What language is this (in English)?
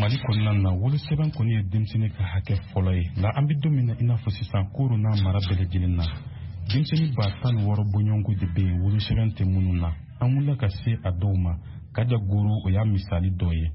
Bambara